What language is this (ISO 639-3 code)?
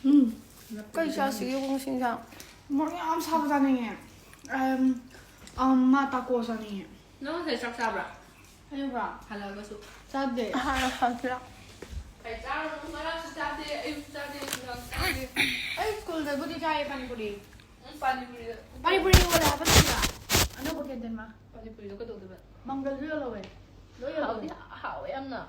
mni